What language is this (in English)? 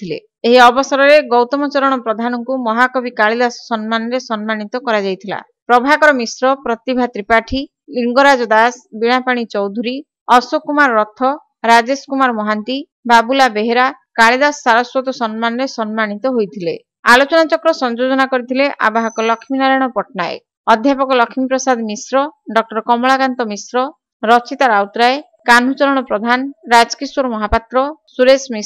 Odia